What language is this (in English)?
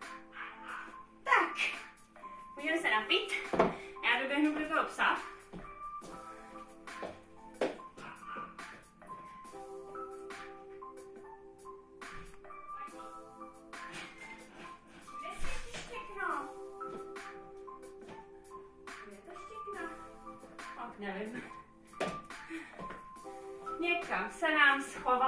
Czech